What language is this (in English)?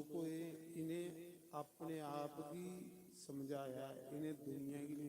Dogri